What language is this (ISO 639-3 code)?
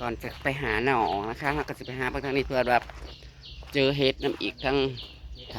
tts